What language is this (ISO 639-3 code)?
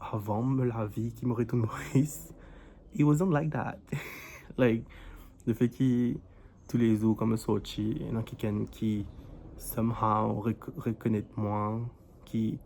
mfe